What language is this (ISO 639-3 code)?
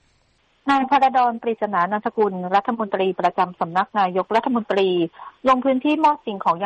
tha